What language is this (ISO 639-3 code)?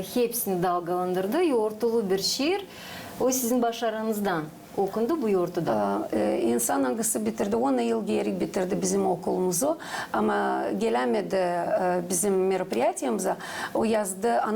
gag